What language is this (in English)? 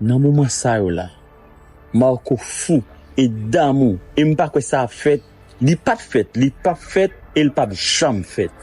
Haitian Creole